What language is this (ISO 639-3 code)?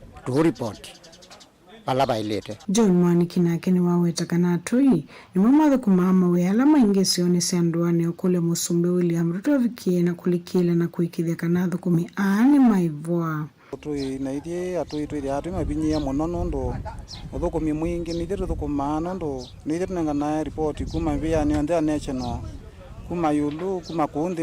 kam